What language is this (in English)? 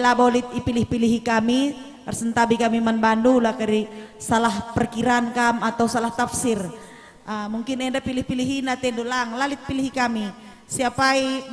Batak Karo